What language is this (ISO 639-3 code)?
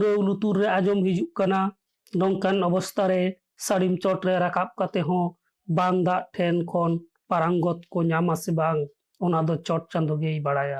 sat